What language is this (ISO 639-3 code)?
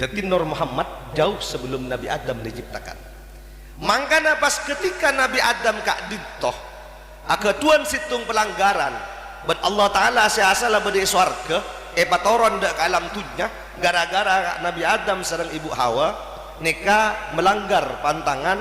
mad